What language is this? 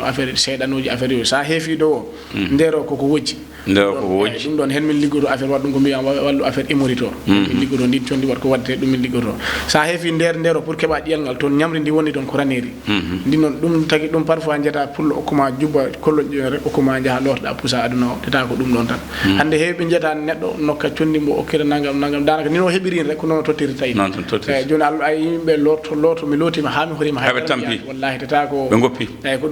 Fula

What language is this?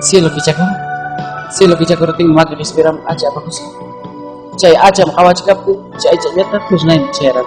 Ayacucho Quechua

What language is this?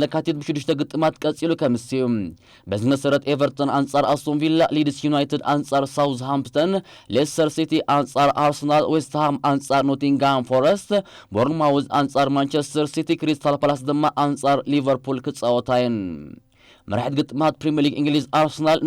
Tigrinya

